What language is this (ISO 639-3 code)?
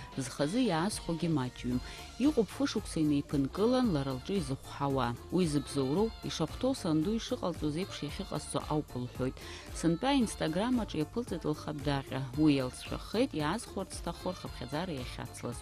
abk